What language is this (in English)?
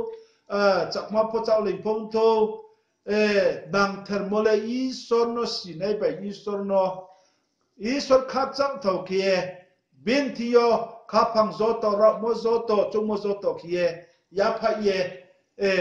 Riang (India)